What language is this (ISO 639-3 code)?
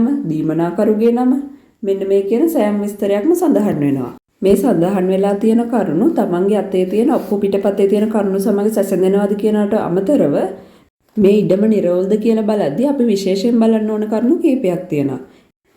sin